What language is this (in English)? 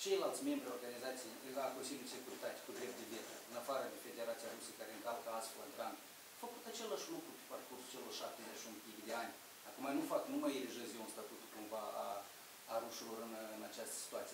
Romanian